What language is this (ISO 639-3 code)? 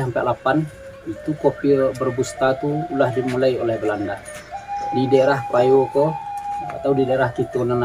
min